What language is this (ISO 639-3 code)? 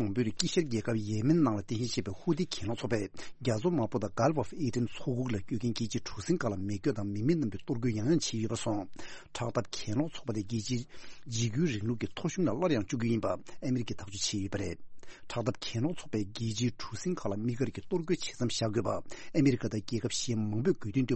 bod